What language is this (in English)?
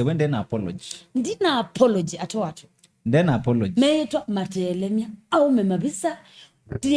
Kamba